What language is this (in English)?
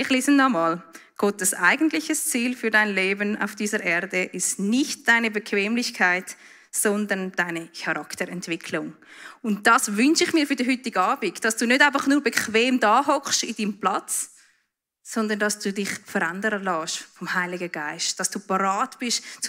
Swiss German